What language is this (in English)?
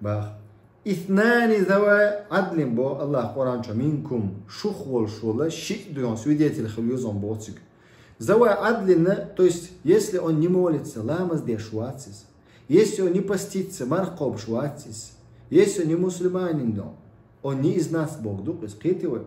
Chechen